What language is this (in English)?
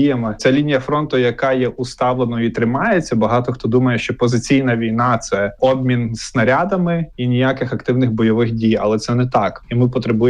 Ukrainian